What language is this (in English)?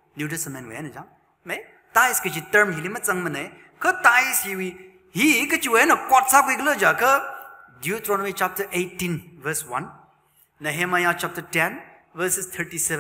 Tangkhul Naga (India)